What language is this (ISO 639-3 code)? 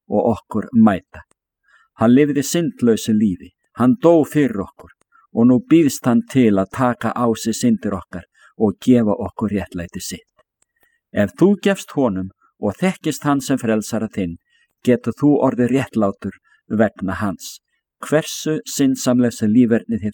isl